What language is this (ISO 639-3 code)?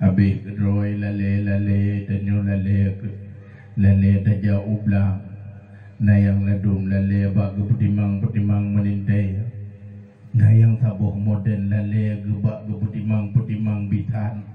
ace